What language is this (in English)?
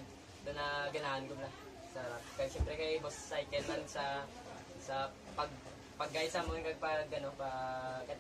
Hiligaynon